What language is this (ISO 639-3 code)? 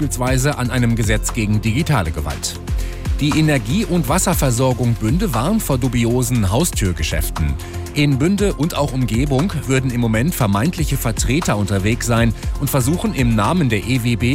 deu